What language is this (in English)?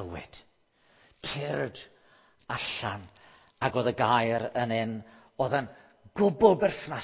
Welsh